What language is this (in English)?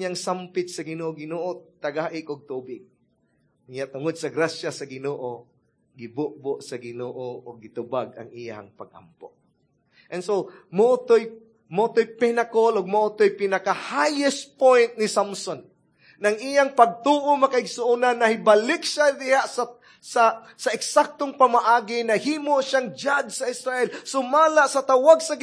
Cebuano